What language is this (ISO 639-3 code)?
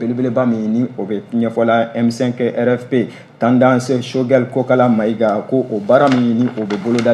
bam